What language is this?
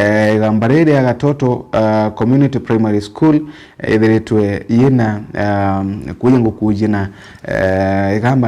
Meru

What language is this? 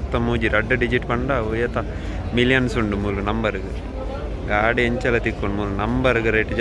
Tulu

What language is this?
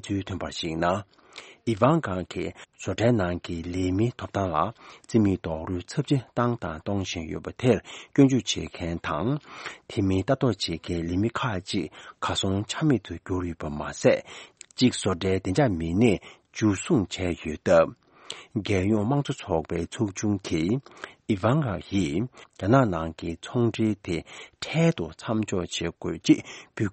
Tibetan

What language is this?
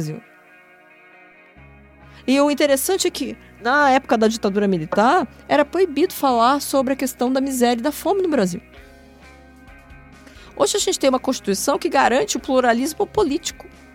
Portuguese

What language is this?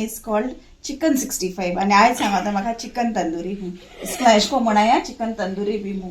Konkani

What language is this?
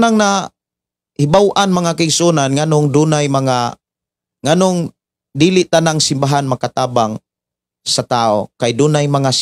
Cebuano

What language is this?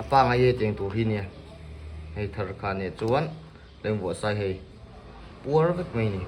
Mizo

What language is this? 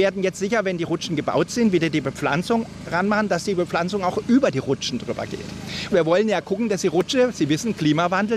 German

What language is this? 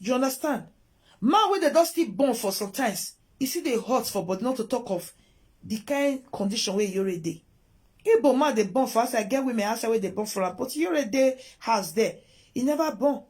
Nigerian Pidgin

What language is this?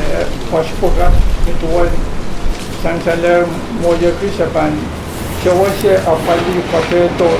Pohnpeian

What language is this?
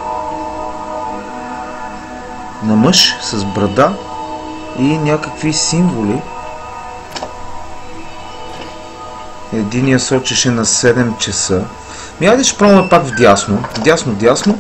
Bulgarian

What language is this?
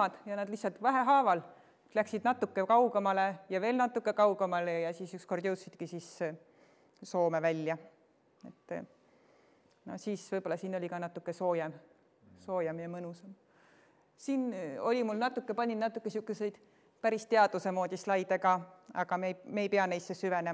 Estonian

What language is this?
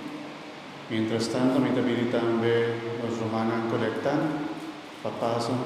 Papiamento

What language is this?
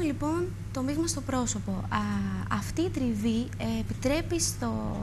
Greek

